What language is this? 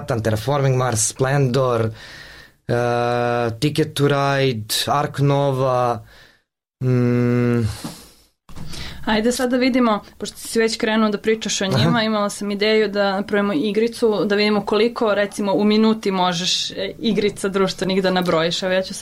Serbian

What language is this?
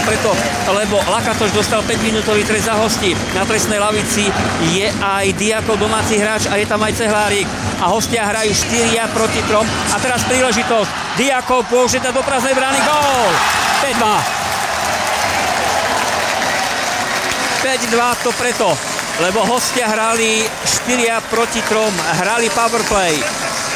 Slovak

